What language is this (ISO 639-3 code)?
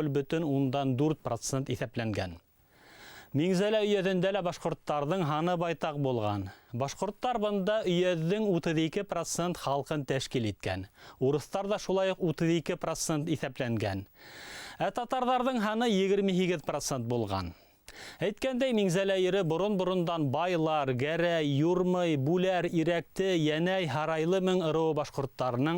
bak